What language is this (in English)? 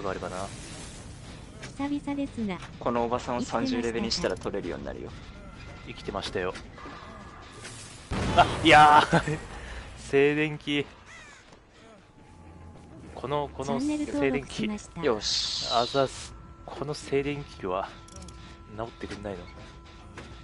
Japanese